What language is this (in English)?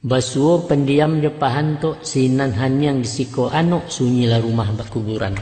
Minangkabau